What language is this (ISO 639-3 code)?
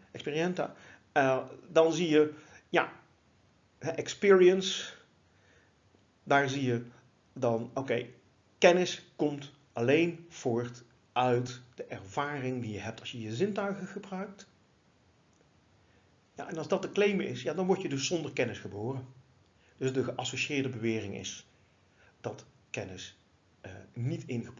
nld